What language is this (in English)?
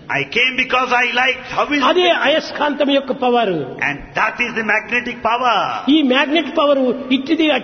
Telugu